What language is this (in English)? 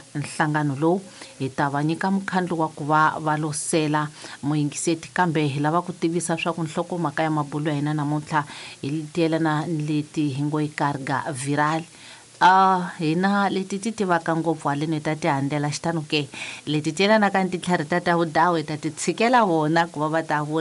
Tsonga